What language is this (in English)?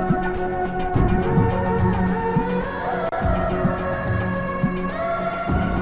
Malayalam